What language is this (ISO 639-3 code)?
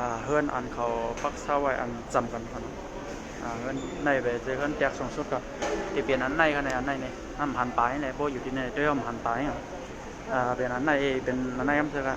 shn